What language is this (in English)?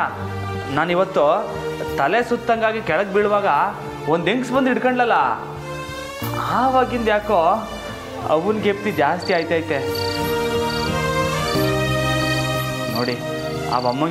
Kannada